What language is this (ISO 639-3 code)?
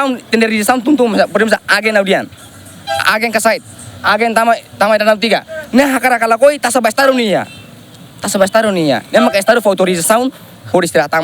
tet